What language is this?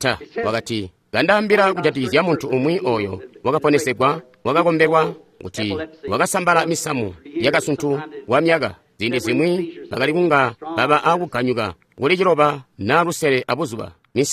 Tonga (Zambia)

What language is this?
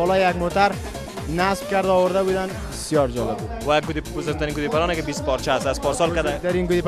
Persian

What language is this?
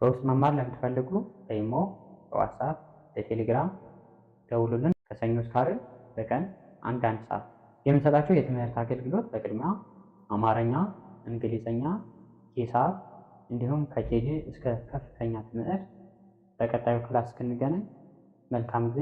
Amharic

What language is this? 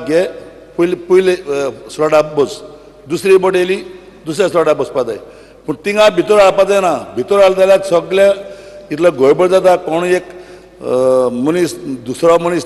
Konkani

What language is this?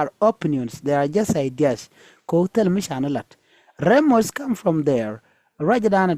Nuer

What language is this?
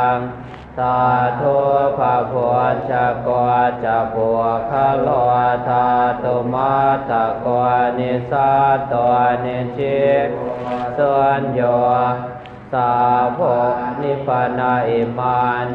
Pali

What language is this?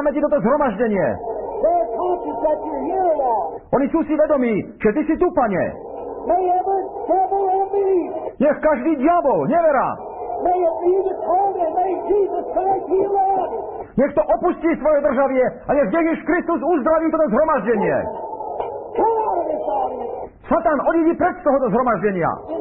Slovak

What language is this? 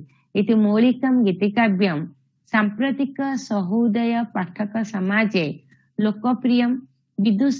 Sanskrit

